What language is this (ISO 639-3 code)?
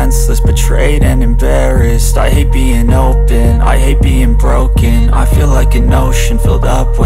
eng